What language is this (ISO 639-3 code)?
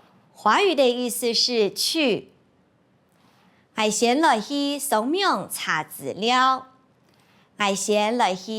hak